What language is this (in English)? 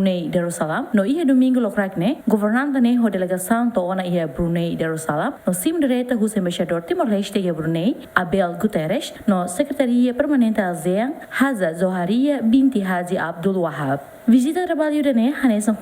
Tetum